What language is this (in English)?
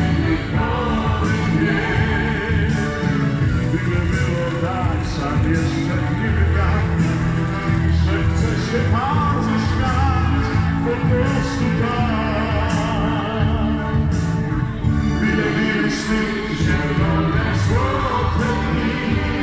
Polish